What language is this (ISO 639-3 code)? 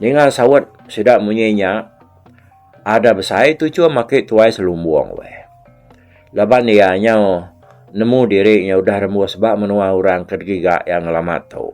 iba